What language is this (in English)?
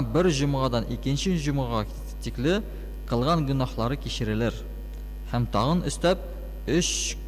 Tatar